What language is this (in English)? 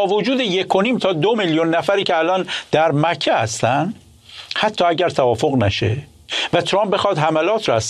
Persian